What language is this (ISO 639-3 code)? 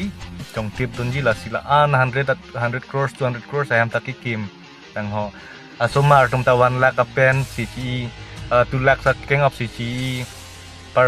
mjw